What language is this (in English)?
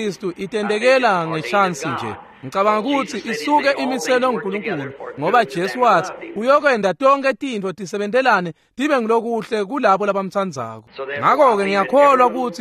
Swati